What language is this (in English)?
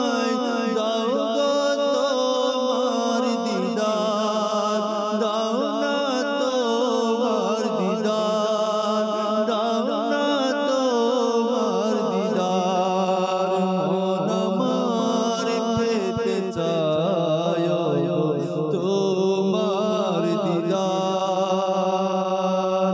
Bangla